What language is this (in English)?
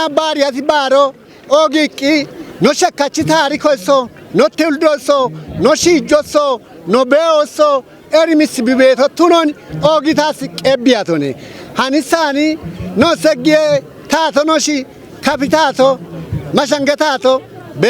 Kafa